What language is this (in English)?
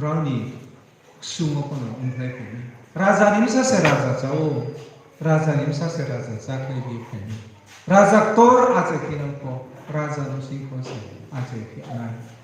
Riang (India)